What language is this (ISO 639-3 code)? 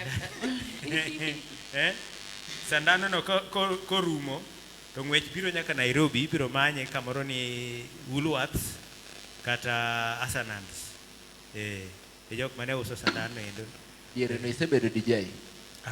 luo